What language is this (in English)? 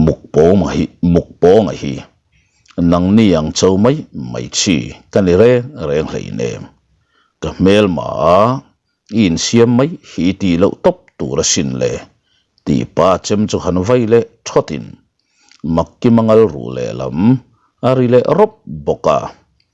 Mizo